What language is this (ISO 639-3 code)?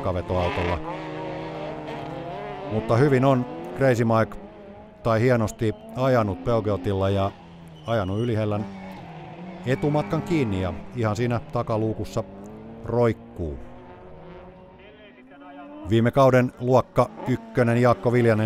fin